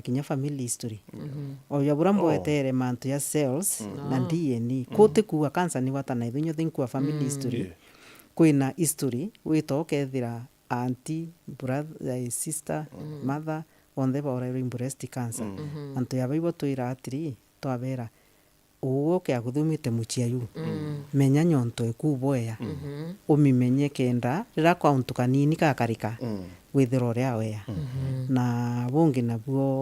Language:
Meru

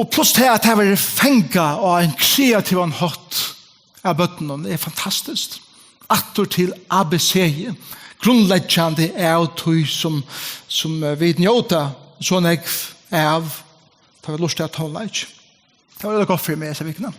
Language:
Faroese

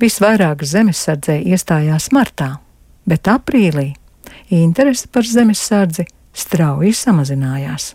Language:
Latvian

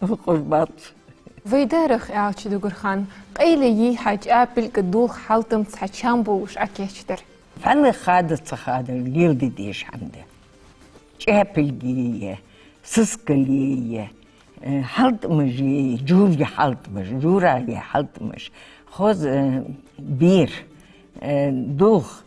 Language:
Ingush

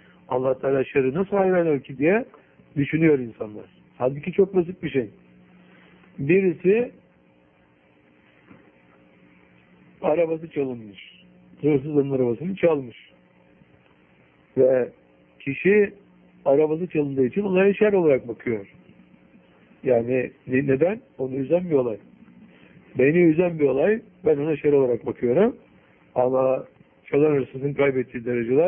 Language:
Turkish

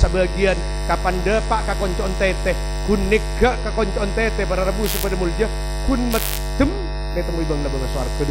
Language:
Madurese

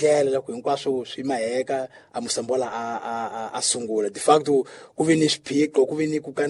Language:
Tsonga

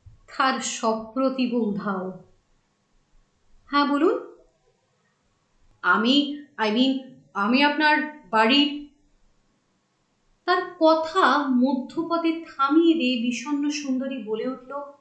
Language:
Bangla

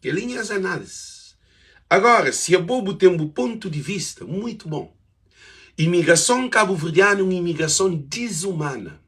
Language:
Kabuverdianu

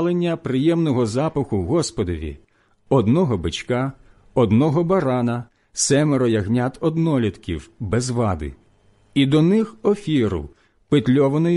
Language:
Ukrainian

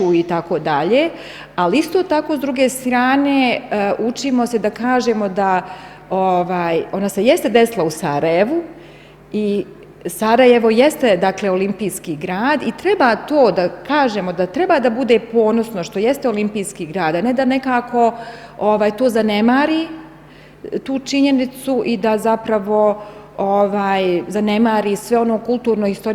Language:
Bosnian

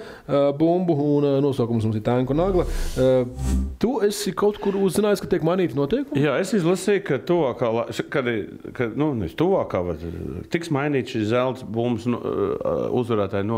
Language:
Latvian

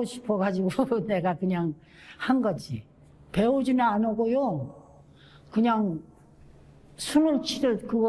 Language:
Korean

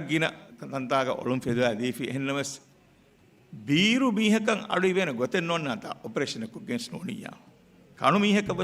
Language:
Divehi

